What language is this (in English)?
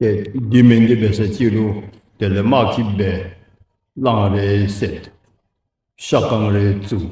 Dzongkha